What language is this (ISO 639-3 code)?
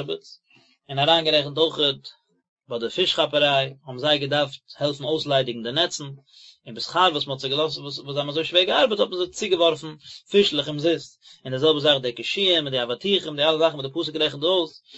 yid